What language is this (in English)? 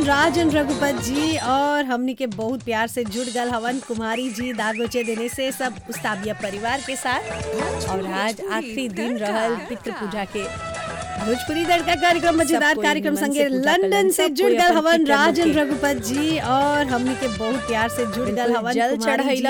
Bhojpuri